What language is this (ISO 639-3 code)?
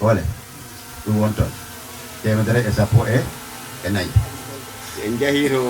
ful